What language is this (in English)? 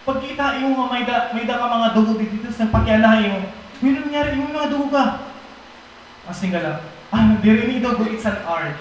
Waray